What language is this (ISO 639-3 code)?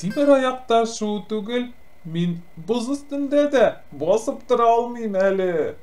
tat